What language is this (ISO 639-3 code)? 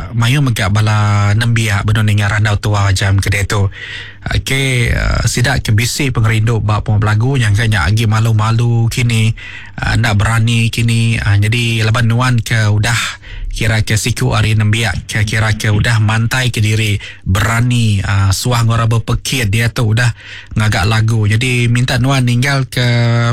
iba